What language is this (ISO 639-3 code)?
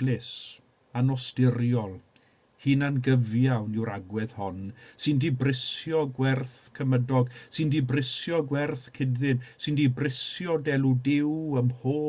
cym